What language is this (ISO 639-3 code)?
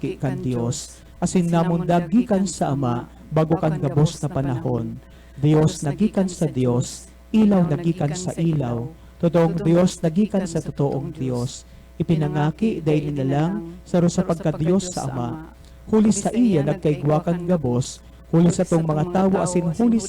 bik